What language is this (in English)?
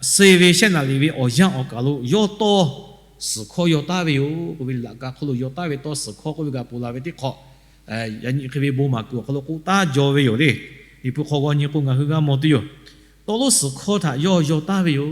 Lahu